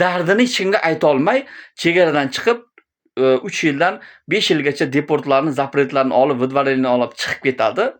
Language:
Uzbek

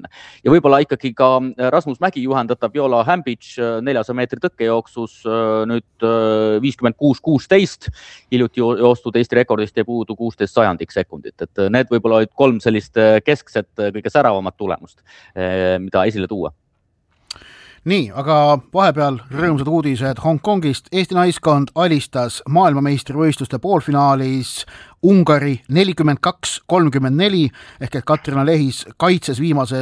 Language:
Estonian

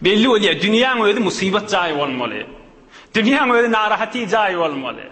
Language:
Turkmen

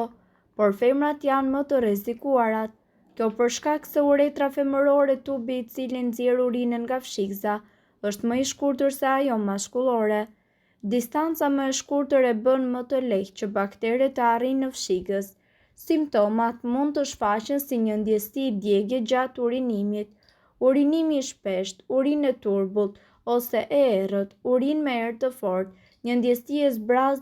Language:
Albanian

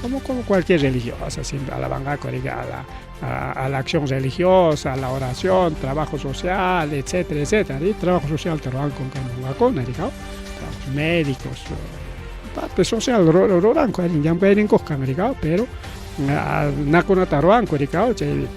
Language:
Ayacucho Quechua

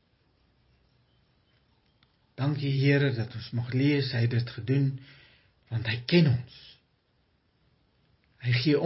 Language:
Afrikaans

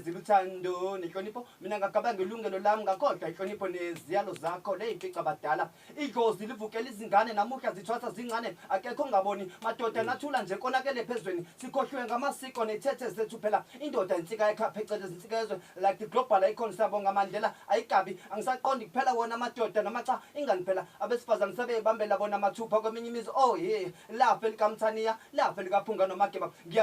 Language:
Zulu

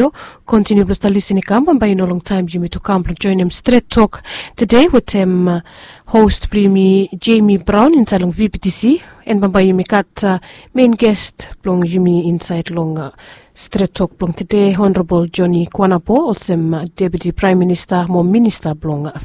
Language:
Bislama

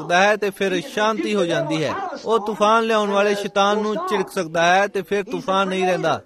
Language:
Punjabi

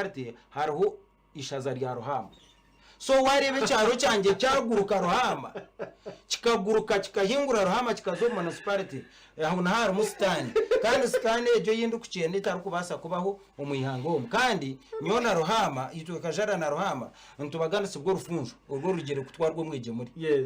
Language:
Nyankole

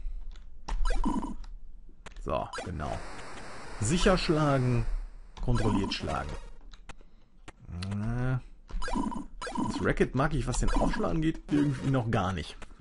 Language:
German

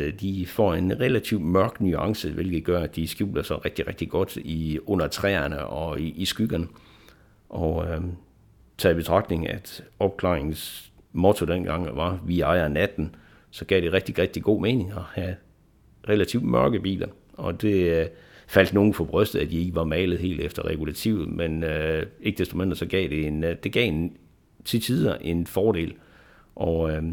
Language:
Danish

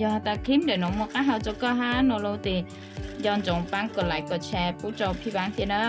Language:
Hmong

